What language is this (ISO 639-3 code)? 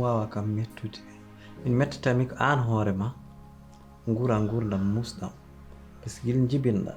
ful